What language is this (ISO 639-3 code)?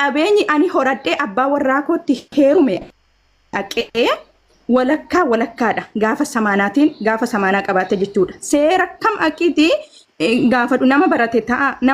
orm